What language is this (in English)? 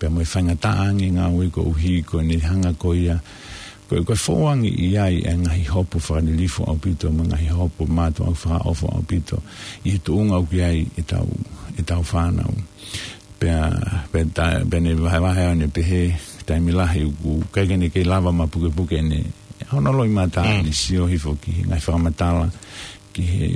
Tongan